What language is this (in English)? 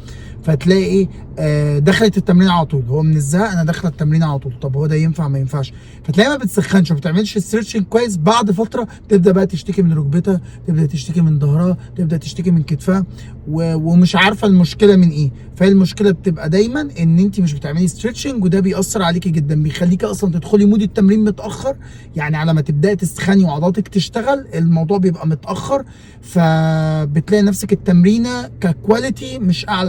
Egyptian Arabic